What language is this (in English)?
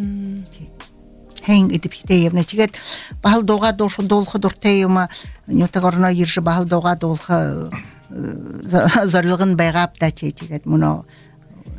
Buriat